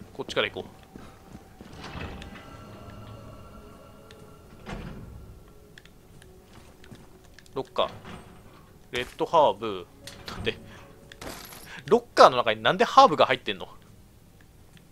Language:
Japanese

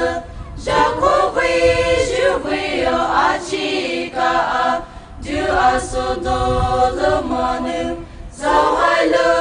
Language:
Poumei Naga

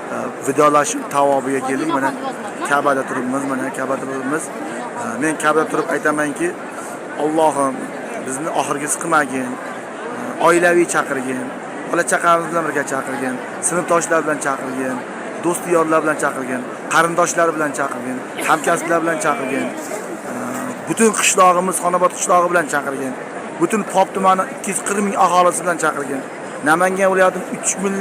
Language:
Uzbek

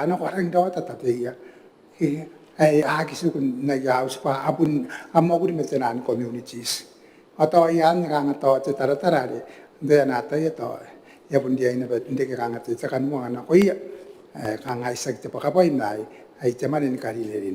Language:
Gilbertese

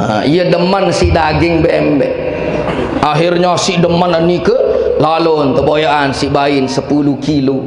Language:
Sasak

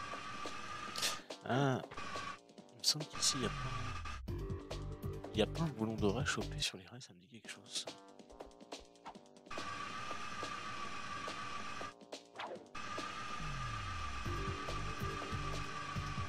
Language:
French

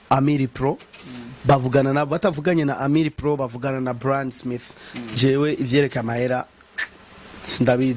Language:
Rundi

